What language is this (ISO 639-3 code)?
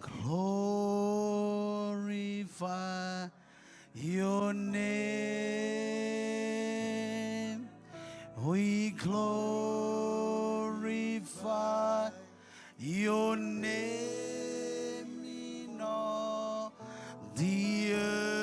mah